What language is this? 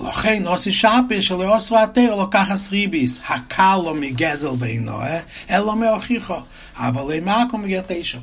Yiddish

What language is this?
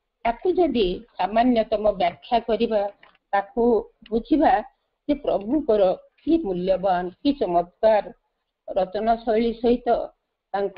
Odia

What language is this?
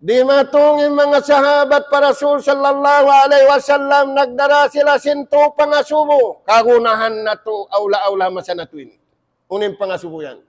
Tausug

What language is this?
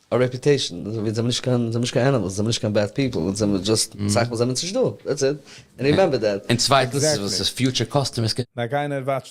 Yiddish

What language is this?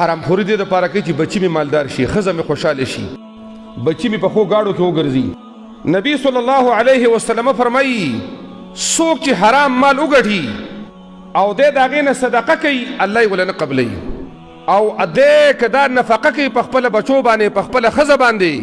Pashto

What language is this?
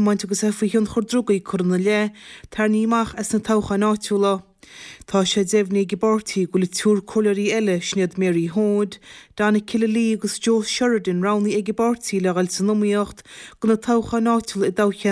Irish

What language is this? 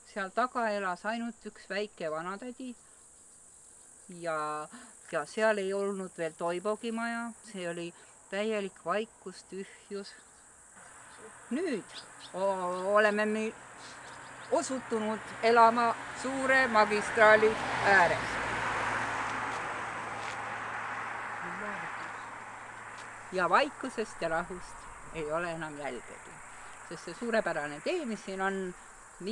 Estonian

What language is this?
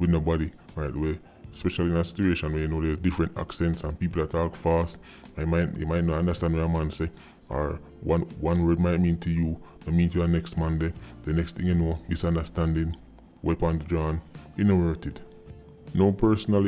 Jamaican Creole English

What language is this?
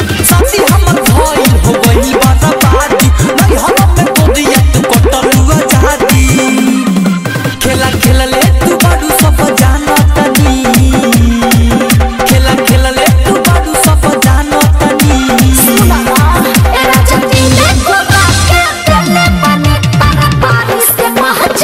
Bhojpuri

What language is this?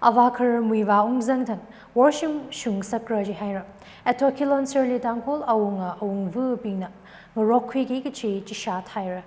Tangkhul Naga (India)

